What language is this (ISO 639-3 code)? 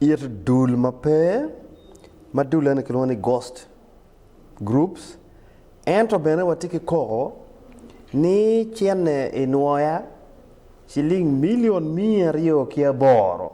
ach